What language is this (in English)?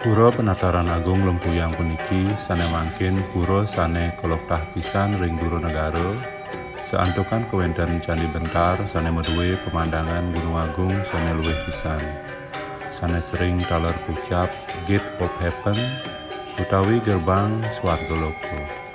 Balinese